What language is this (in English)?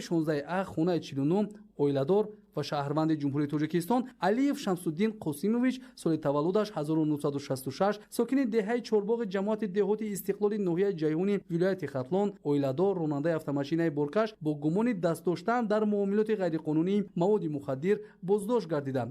Tajik